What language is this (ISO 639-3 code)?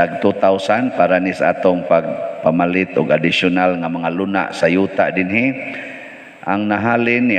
ceb